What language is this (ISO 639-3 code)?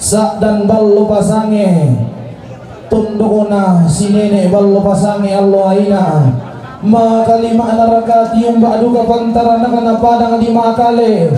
sda